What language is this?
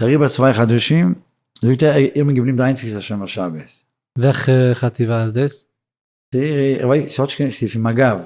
Yiddish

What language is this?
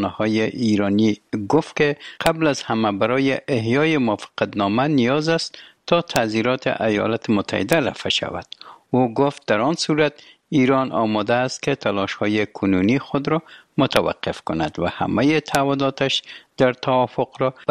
Persian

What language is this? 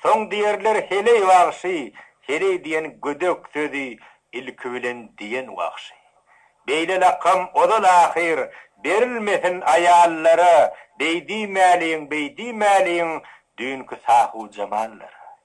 Turkmen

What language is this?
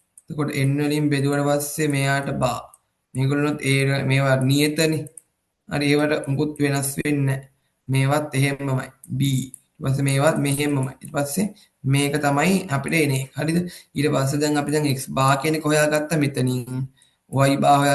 Sinhala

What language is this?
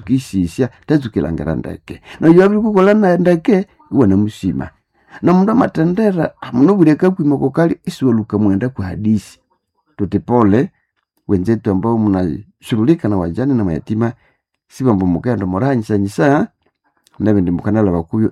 Nande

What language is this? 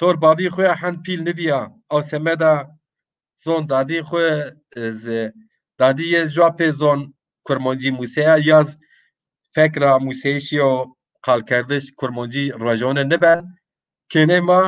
Zaza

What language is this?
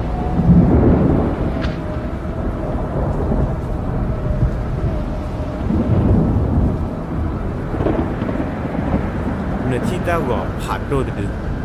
S'gaw Karen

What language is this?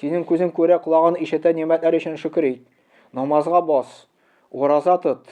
Tatar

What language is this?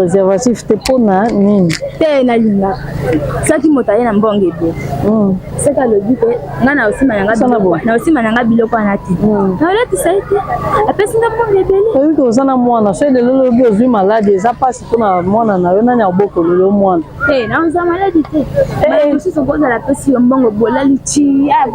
Lingala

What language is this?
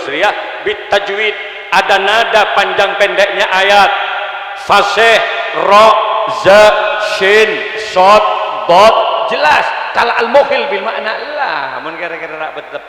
Madurese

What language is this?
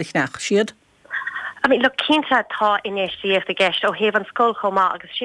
Irish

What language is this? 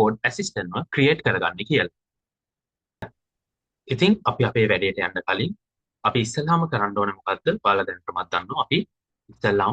Sinhala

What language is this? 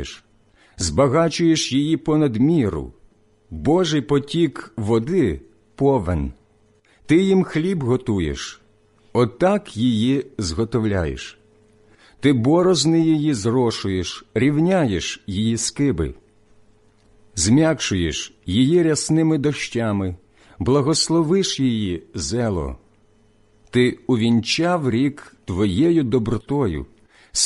Ukrainian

